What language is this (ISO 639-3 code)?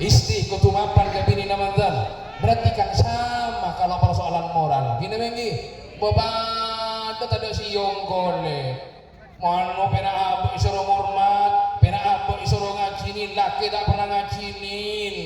mad